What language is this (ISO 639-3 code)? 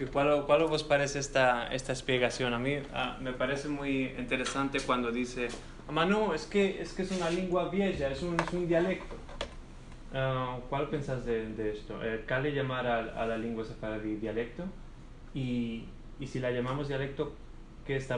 lad